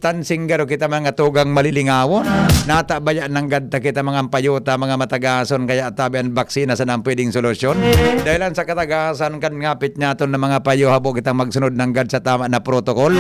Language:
Bikol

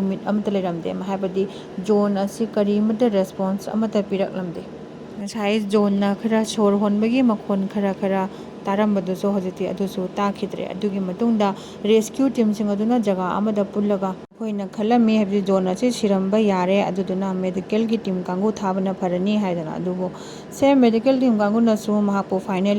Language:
Manipuri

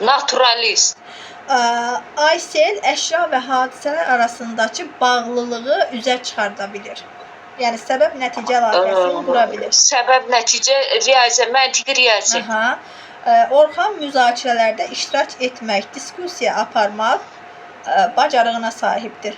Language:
Azerbaijani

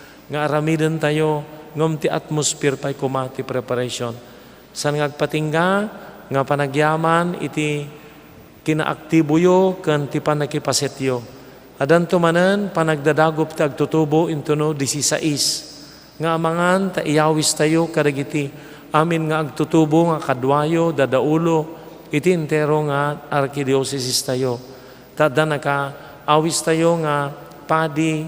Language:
Iloko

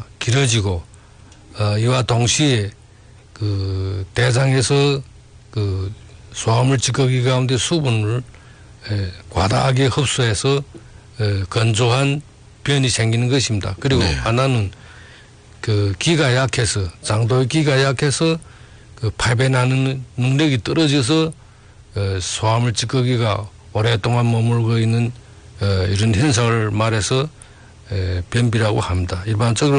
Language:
Korean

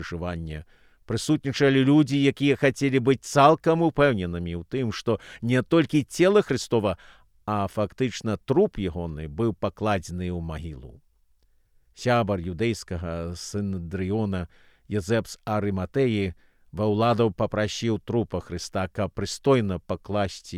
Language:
Belarusian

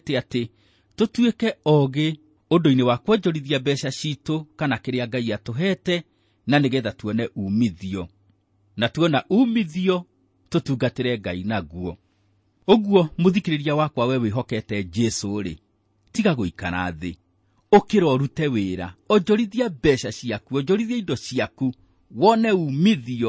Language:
Kikuyu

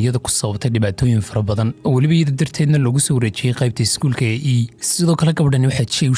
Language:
Somali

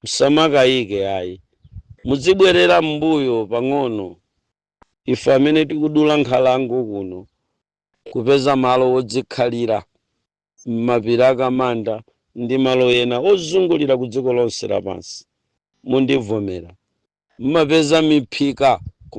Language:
Nyanja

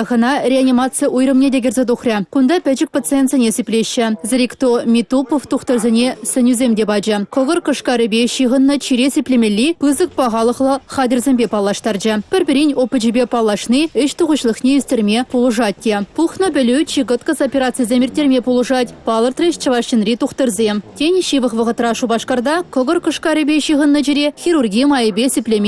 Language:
Chuvash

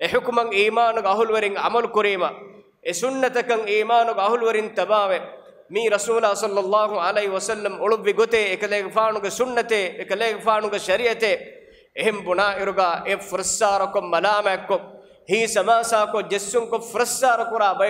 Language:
Divehi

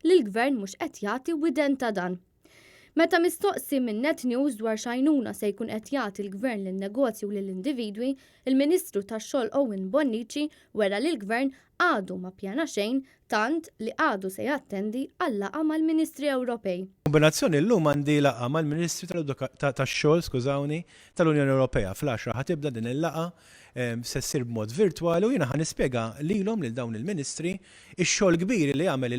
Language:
Maltese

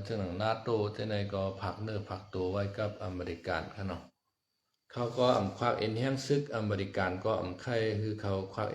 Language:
Shan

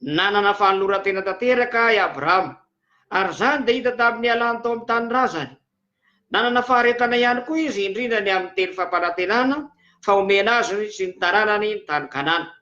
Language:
Malagasy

